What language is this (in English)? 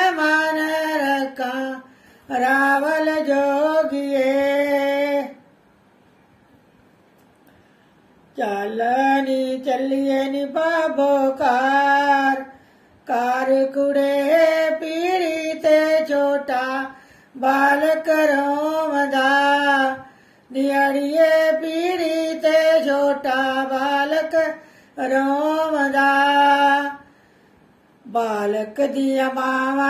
Punjabi